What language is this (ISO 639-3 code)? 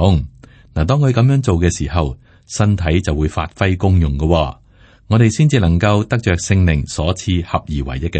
yue